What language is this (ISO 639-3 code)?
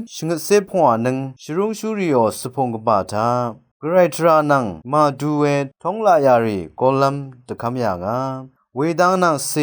raw